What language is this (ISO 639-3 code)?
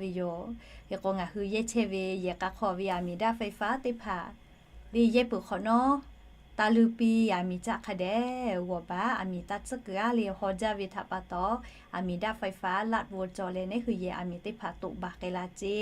lhu